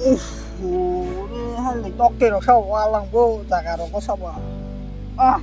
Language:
Kok Borok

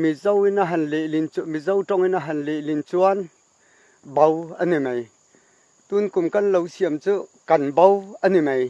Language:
Mizo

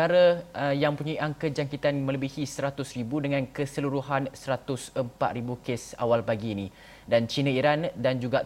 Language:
Malay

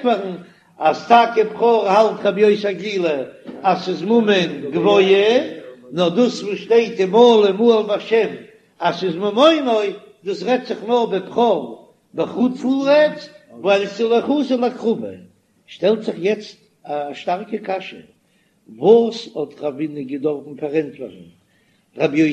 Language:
Yiddish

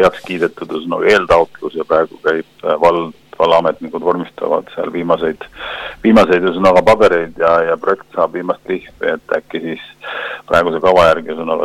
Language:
Estonian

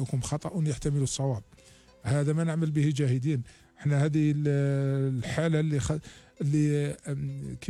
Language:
Algerian Arabic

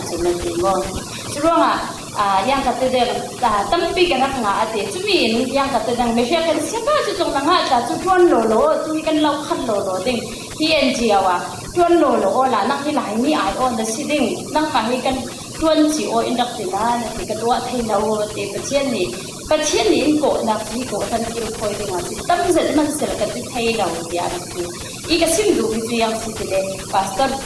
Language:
Falam Chin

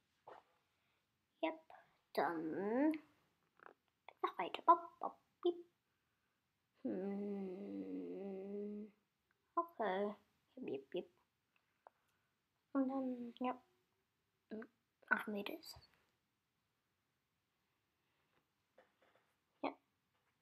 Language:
German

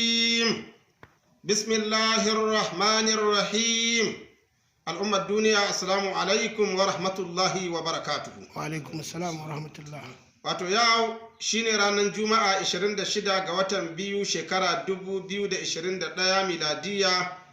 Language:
Hausa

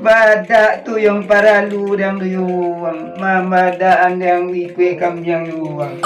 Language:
Minangkabau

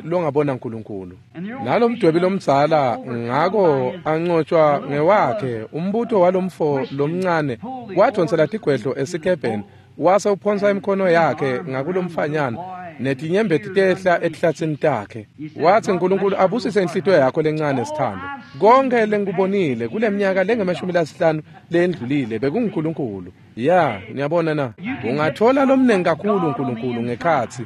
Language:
Swati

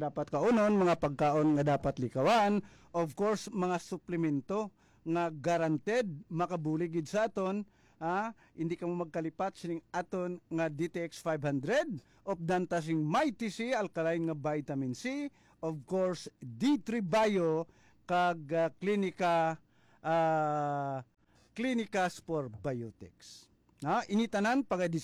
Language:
Hiligaynon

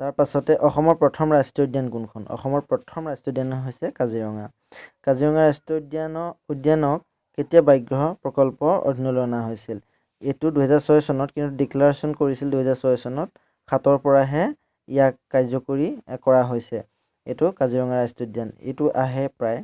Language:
Assamese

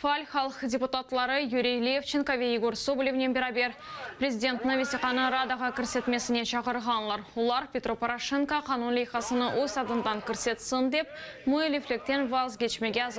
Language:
Crimean Tatar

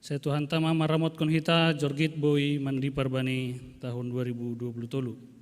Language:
Batak Simalungun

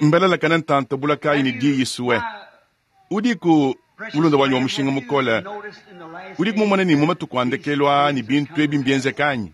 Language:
Luba-Lulua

